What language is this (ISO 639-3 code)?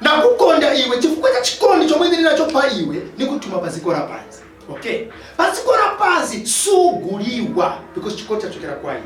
nya